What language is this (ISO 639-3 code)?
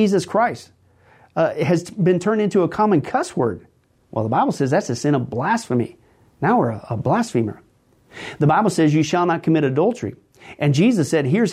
eng